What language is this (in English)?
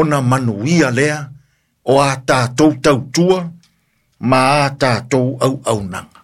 Samoan